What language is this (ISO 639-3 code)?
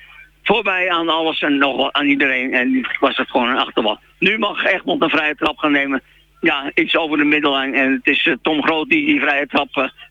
nld